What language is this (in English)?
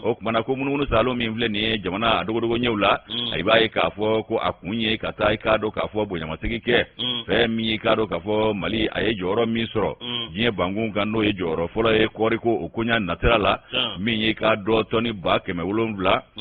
Bambara